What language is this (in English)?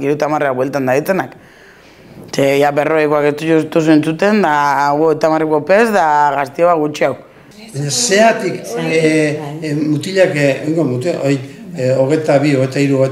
Basque